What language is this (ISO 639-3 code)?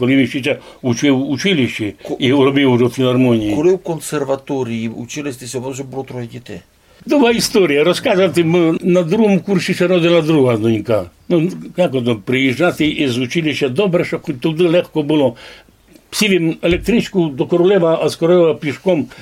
rue